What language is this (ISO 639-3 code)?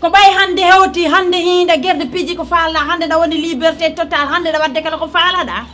ful